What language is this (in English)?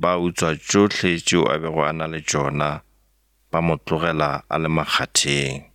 Northern Sotho